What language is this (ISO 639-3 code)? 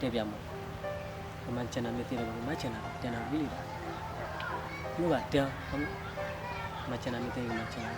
ksw